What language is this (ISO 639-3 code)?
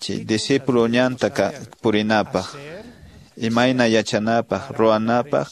que